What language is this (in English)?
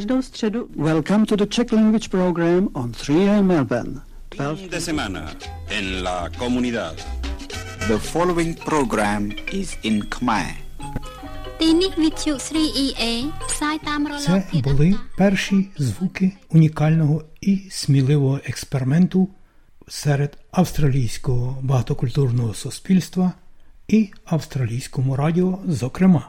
Ukrainian